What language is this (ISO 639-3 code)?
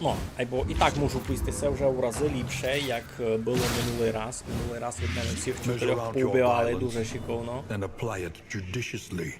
rue